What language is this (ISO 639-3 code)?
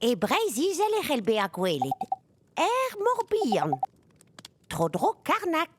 bre